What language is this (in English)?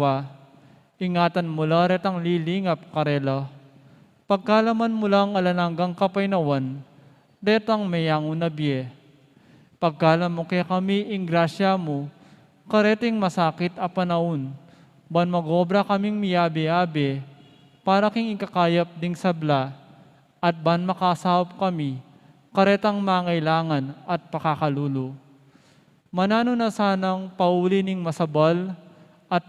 Pampanga